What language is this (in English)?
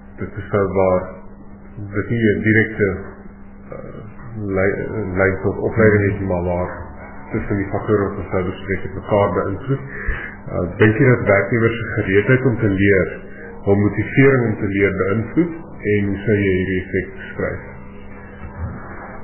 Afrikaans